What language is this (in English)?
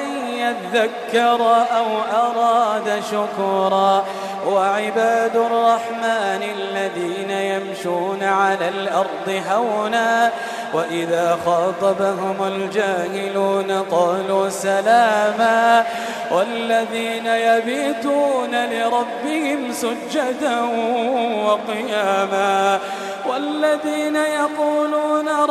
Arabic